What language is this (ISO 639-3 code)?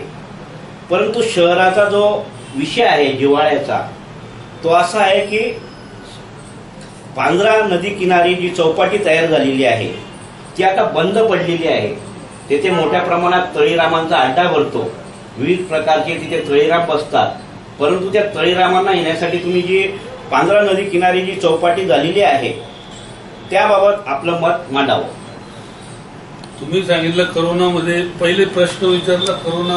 mar